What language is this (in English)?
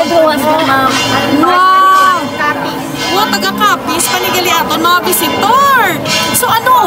Hiligaynon